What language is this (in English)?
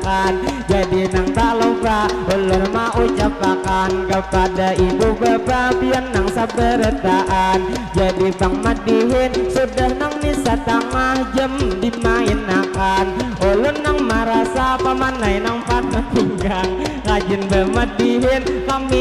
Banjar